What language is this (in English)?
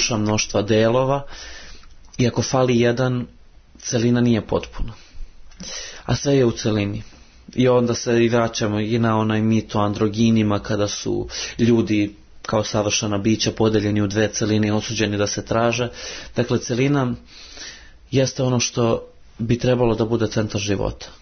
Serbian